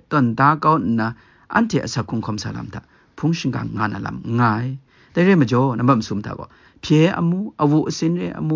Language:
Kachin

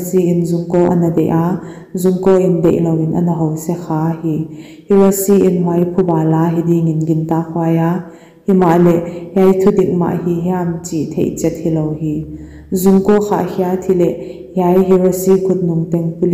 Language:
Paite Chin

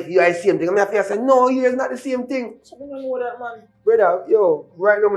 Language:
Jamaican Creole English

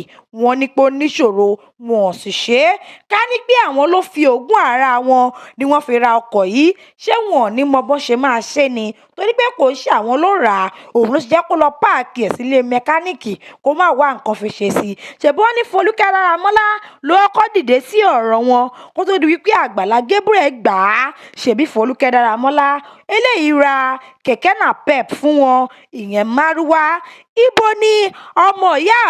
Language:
Yoruba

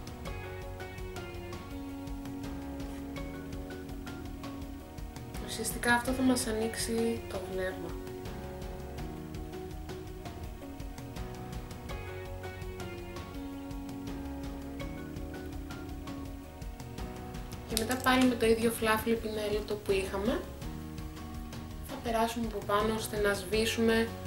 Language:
Greek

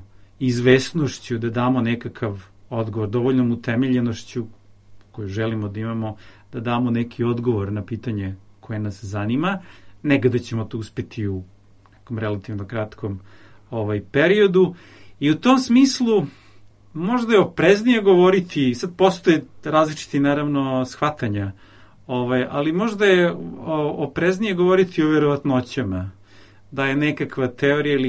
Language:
Serbian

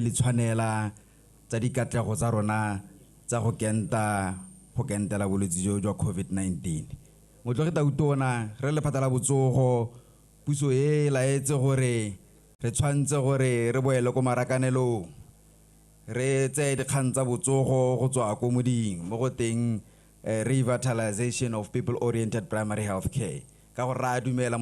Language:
Tswana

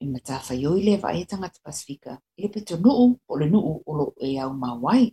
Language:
Samoan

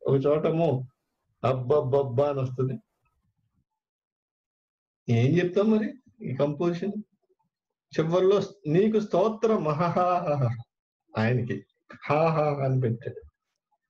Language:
Telugu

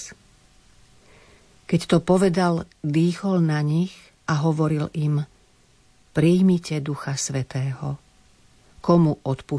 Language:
Slovak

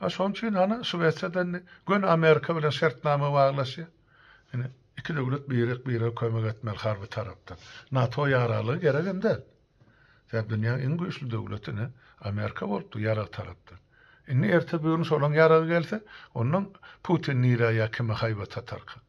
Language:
Turkmen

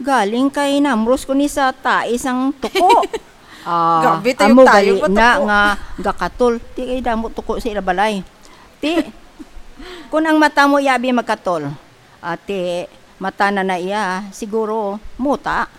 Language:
Hiligaynon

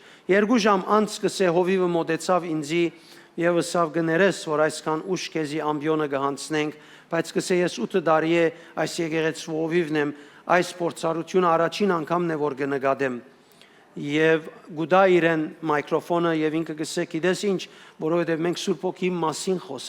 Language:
Western Armenian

